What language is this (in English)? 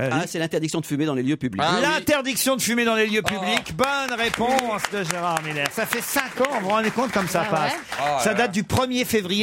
French